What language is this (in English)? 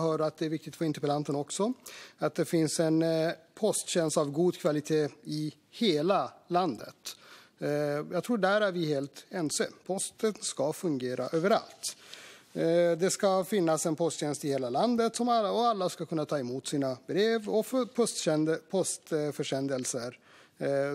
Swedish